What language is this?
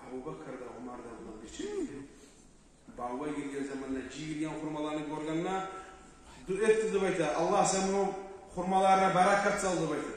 Kumyk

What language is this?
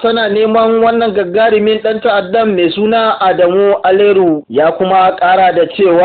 Hausa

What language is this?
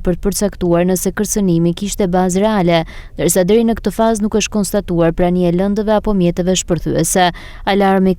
Albanian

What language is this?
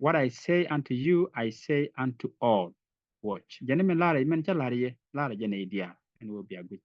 Nuer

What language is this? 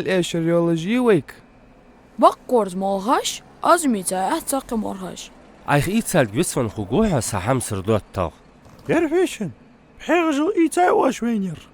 Ingush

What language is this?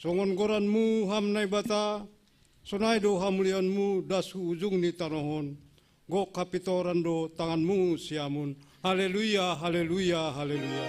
Batak Simalungun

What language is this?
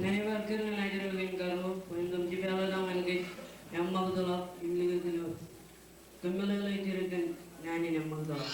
Marshallese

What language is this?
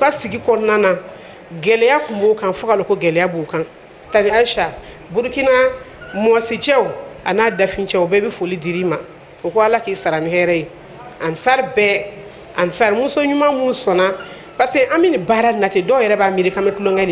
Bambara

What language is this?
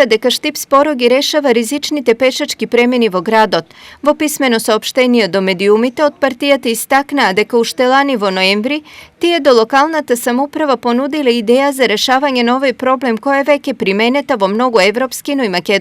Macedonian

